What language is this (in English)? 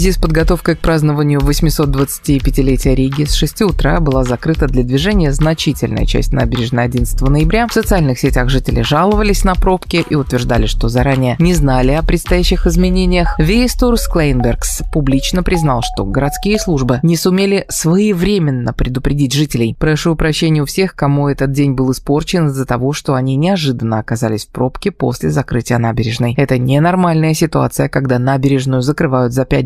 Russian